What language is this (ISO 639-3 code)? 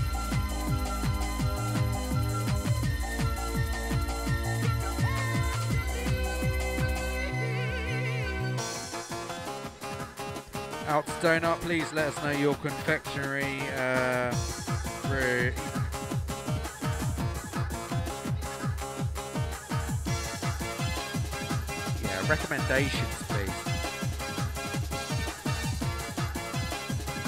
eng